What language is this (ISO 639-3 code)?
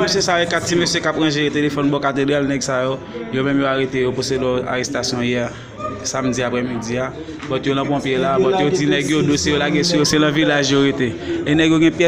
hat